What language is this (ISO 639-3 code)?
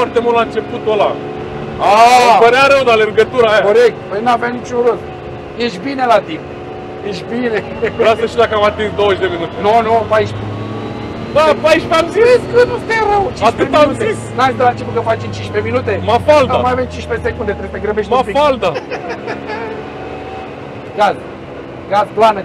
ron